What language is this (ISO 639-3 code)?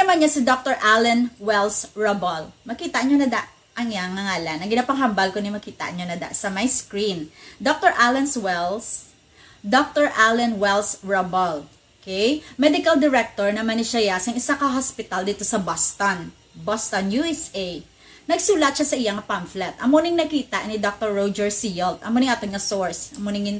hil